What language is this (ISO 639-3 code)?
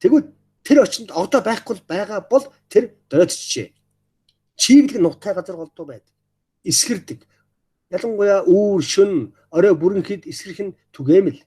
mon